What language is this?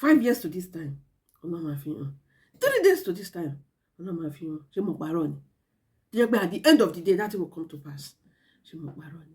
Yoruba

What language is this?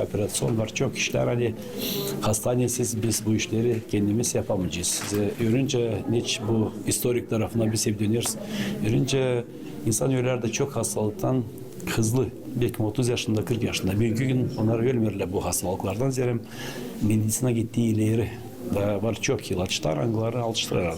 Gagauz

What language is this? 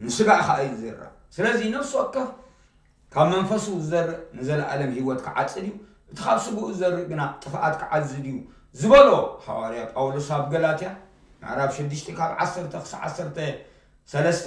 Tigrinya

